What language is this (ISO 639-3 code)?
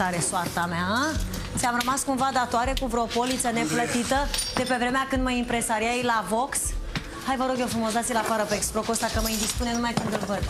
ron